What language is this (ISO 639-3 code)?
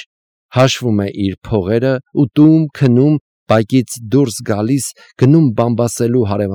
hye